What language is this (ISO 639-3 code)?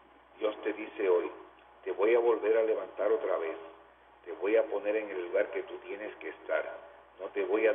spa